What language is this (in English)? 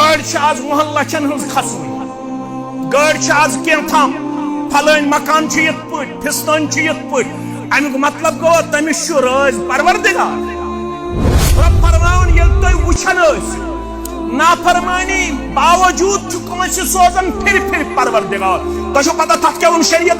Kashmiri